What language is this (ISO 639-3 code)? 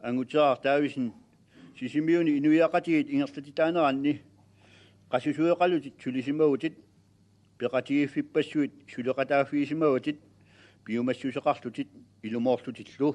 kal